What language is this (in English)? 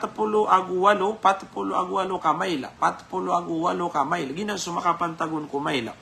Maranao